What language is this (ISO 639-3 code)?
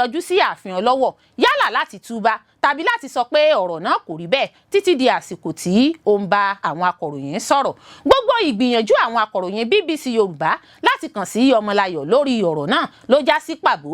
yor